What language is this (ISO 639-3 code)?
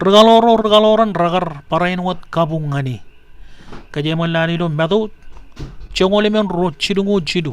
mah